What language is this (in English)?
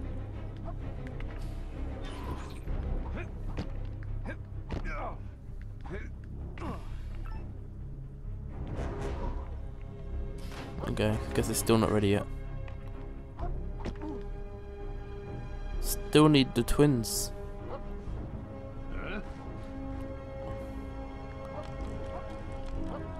English